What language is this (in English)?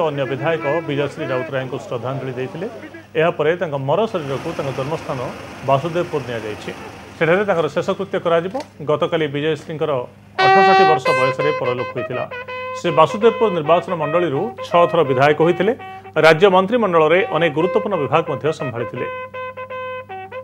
Odia